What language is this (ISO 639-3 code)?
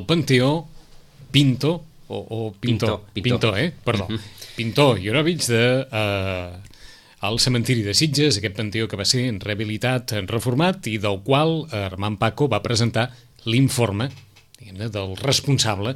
cat